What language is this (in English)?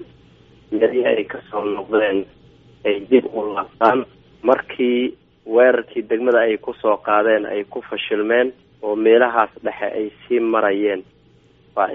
Somali